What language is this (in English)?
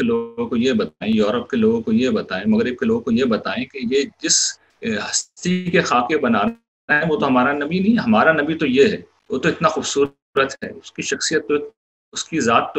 Urdu